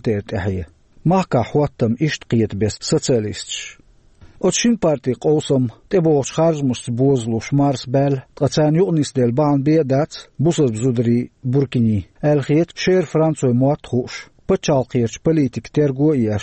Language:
Chechen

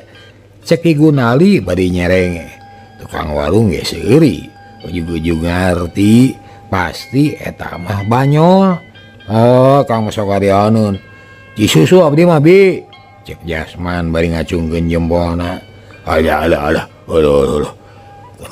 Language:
Sundanese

